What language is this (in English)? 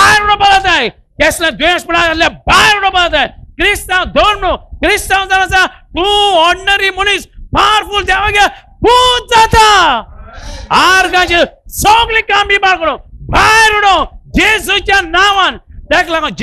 Konkani